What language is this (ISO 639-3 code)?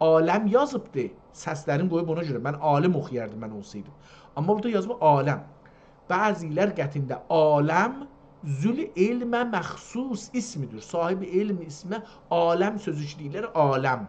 azb